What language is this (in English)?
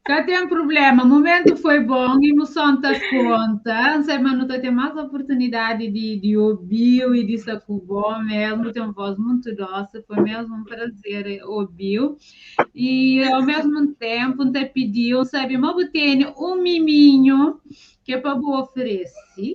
Kabuverdianu